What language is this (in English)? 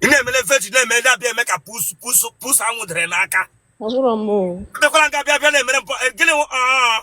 Igbo